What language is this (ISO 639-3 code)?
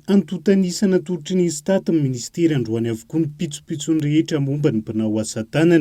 mlg